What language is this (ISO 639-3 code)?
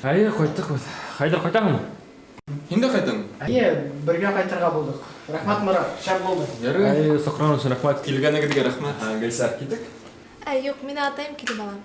bak